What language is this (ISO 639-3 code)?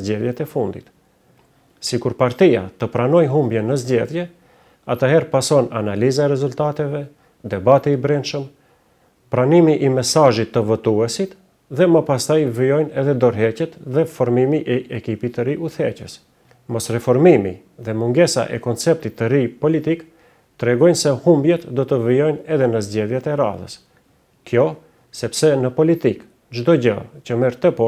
sqi